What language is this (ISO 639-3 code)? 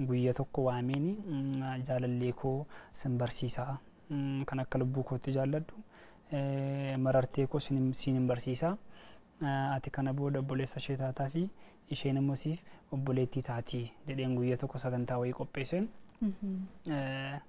orm